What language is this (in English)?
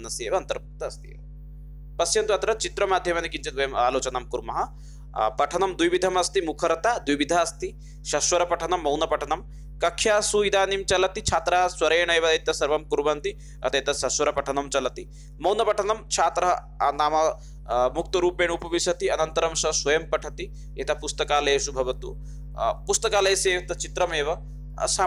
Sanskrit